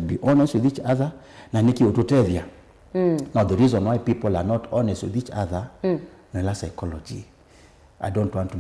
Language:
Kamba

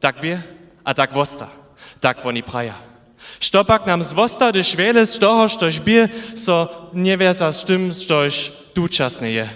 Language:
Upper Sorbian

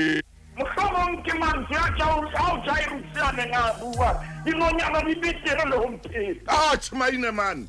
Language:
Southern Sotho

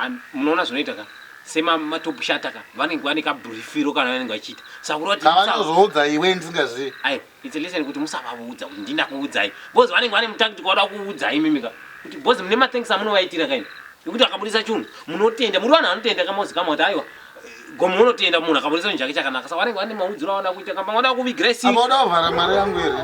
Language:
Shona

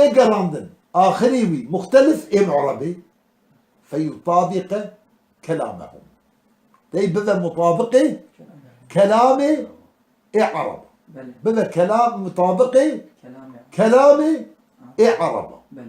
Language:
Kurdish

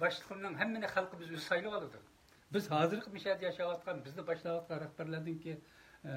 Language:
Uyghur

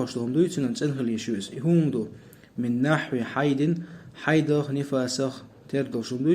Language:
Chechen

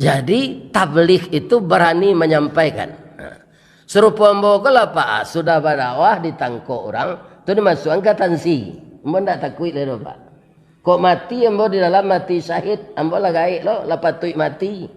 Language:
Minangkabau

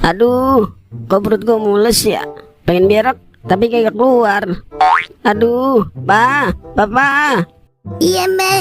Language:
Betawi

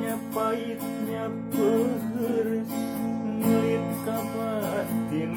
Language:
Sundanese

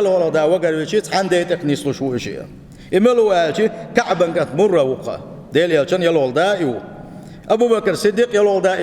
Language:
Chechen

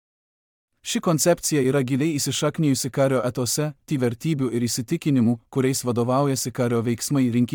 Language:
Lithuanian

